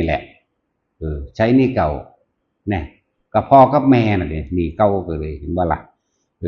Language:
Northeastern Thai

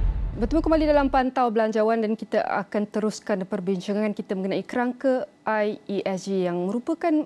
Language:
Malay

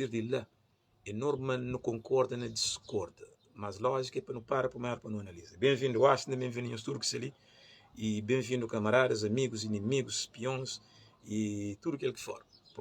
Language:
Kabuverdianu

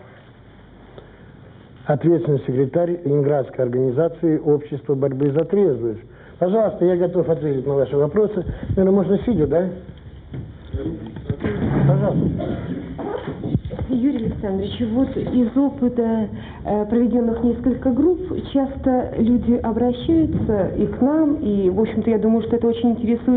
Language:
Russian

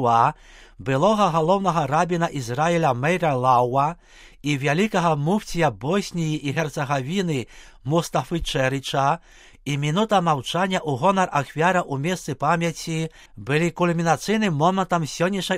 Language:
Belarusian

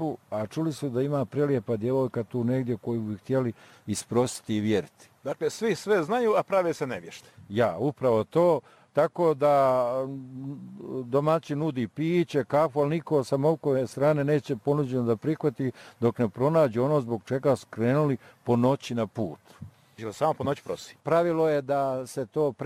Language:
Bosnian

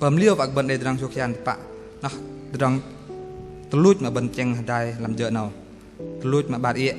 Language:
Bahnar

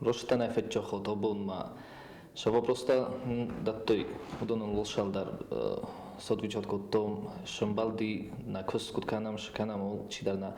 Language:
Ossetic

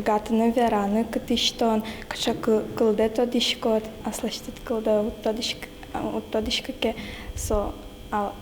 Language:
Udmurt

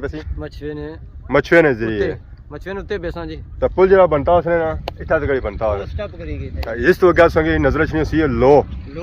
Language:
Pahari-Potwari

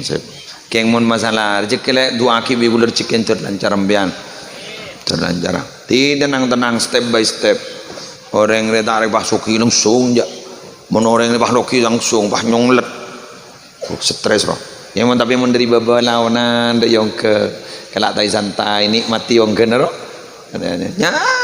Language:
Madurese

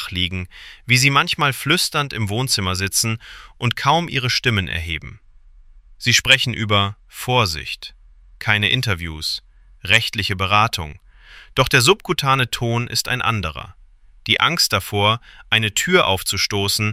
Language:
German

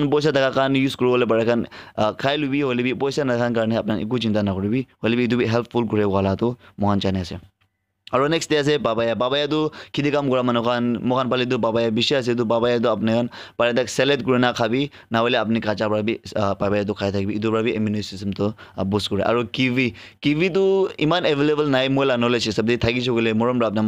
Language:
Naga Pidgin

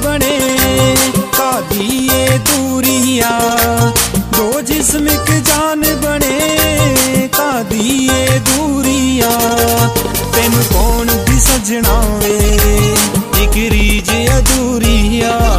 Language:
Punjabi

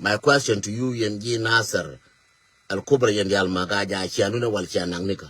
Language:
Nuer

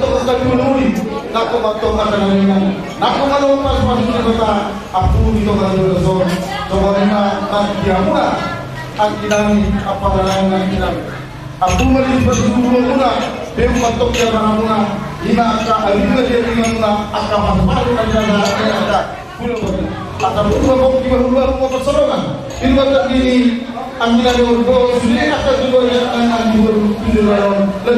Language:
Batak Toba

